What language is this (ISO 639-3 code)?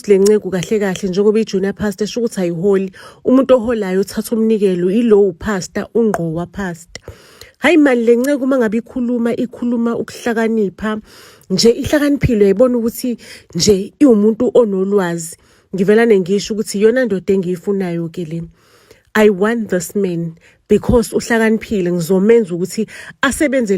zul